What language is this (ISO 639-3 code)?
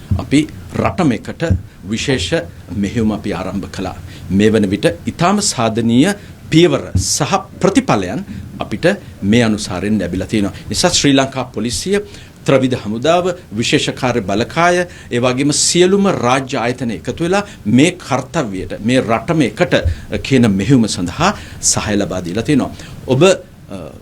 sin